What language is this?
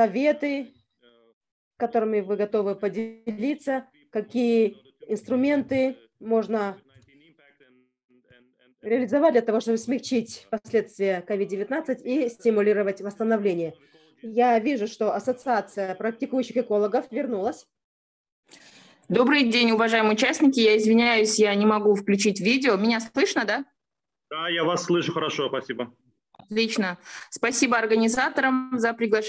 Russian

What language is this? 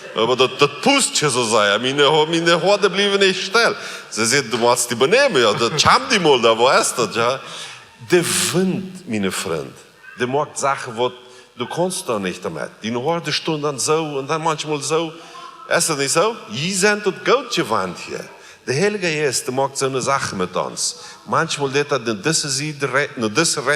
Plautdietsch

